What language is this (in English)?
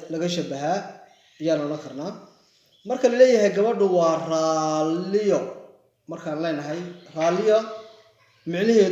Somali